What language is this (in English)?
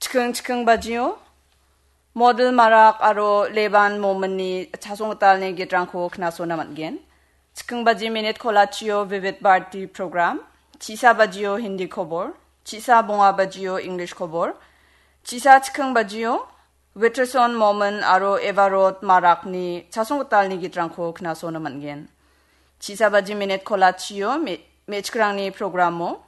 Garo